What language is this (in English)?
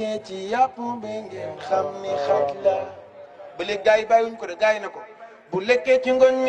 Wolof